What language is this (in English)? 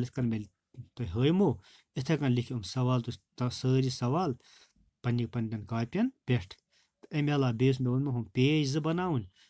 Kashmiri